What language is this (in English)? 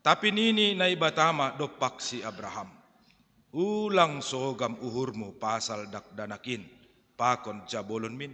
Batak Simalungun